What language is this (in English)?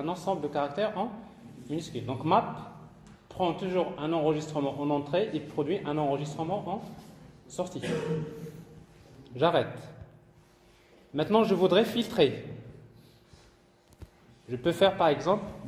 French